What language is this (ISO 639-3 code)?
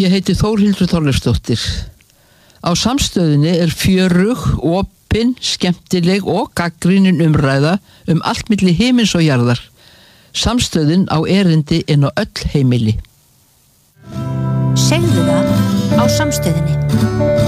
isl